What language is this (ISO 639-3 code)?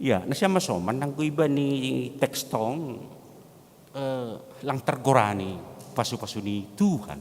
bts